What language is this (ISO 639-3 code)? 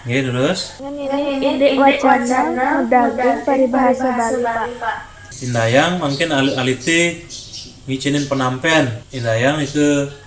ban